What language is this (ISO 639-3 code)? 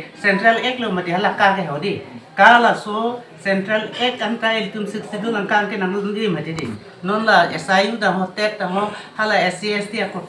mjw